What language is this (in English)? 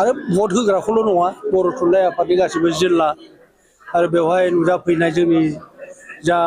Bodo